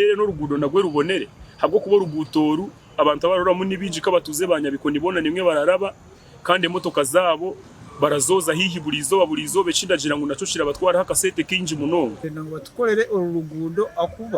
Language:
Nyankole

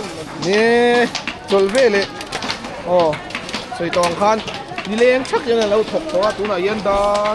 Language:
Mizo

